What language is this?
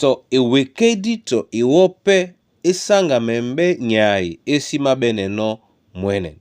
Duala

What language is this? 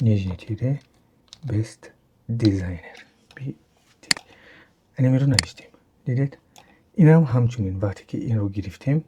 Tajik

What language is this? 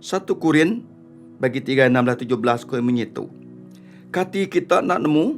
Iban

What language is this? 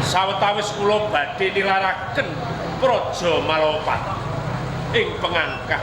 Javanese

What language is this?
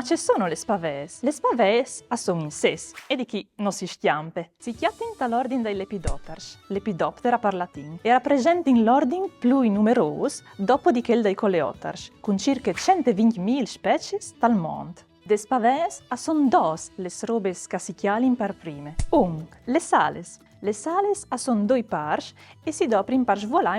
Friulian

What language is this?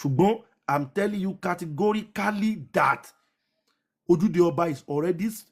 Yoruba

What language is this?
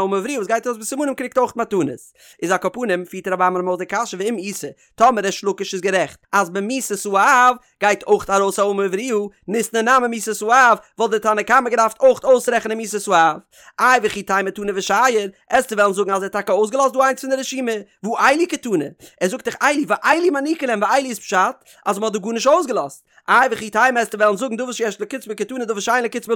Yiddish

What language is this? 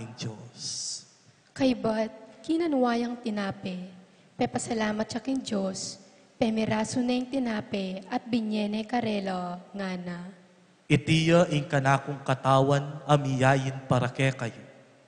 Pampanga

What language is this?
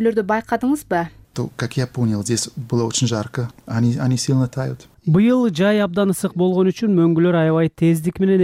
Kyrgyz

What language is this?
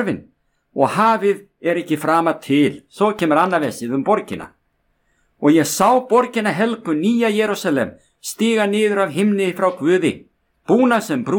Icelandic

